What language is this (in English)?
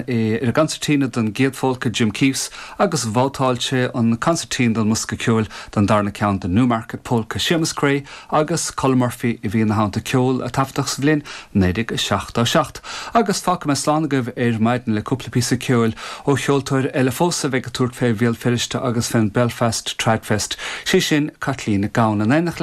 Irish